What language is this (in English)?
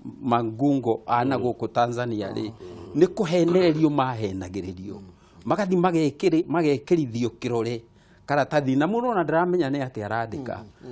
Kikuyu